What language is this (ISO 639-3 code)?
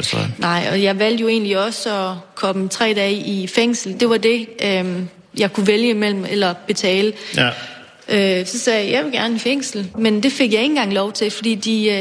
dan